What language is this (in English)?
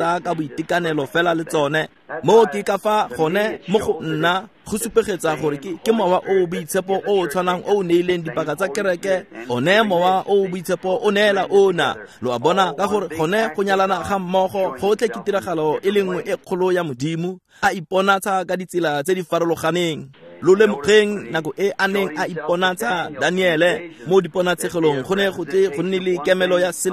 Tswana